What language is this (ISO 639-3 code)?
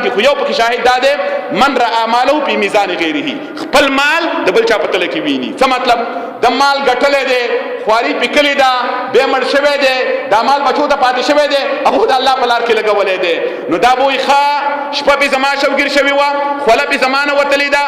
pus